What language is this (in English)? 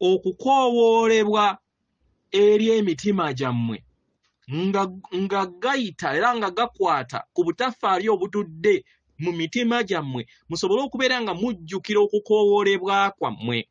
Ganda